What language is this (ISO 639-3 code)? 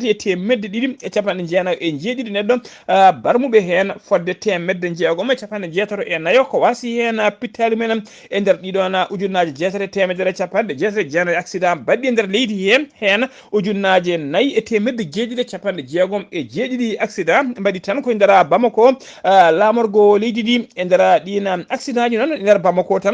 ful